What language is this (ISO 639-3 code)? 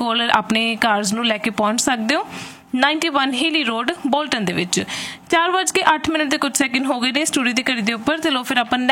pan